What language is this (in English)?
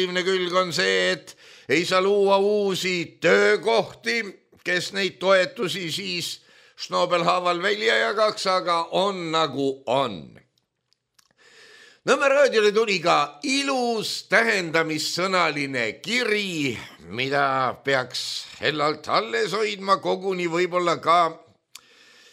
Estonian